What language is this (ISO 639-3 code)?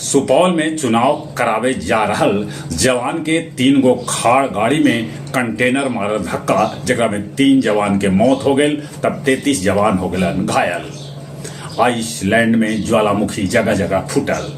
mag